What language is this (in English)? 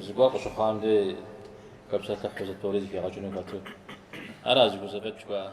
Kabardian